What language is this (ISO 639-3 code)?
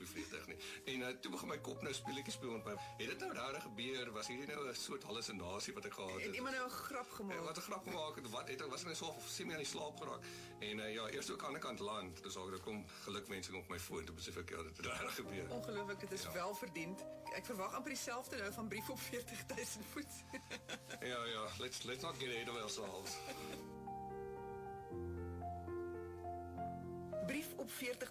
afr